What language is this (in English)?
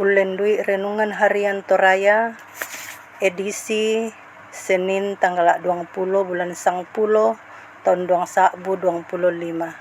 Toraja-Sa'dan